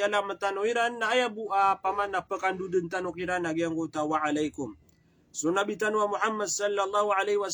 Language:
Maranao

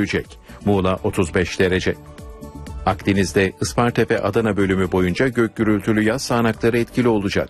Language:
Turkish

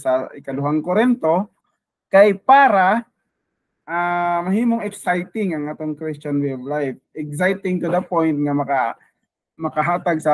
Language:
Cebuano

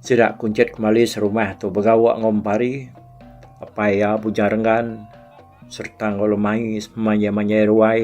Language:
Iban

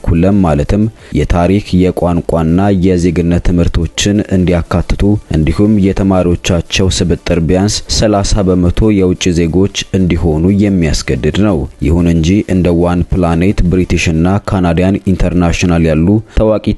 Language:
Amharic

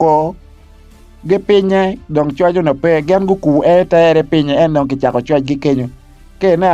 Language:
Acoli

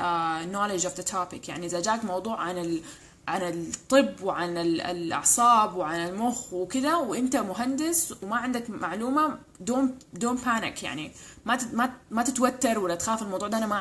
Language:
Sudanese Arabic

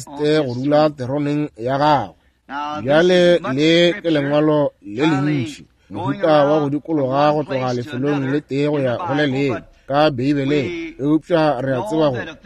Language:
Northern Sotho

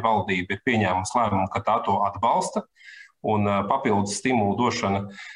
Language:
Latvian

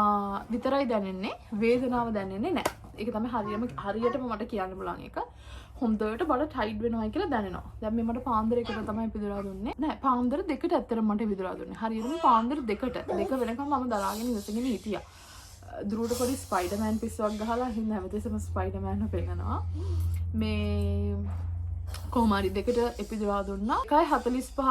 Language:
Sinhala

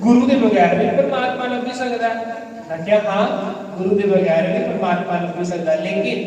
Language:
Dogri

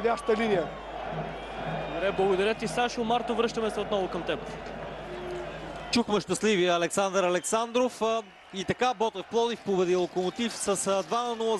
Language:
Bulgarian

